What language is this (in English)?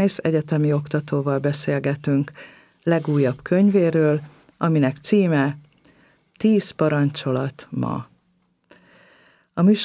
Hungarian